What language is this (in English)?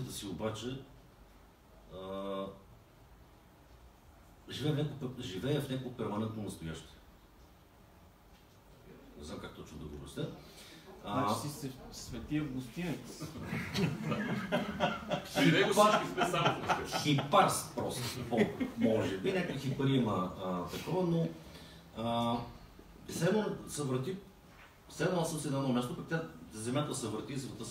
Bulgarian